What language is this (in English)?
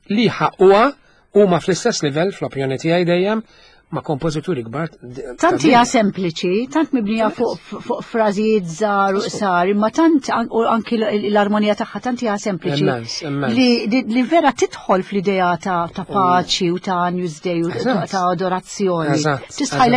Maltese